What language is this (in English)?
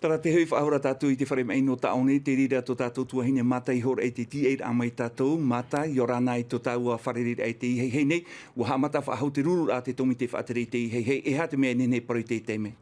Tahitian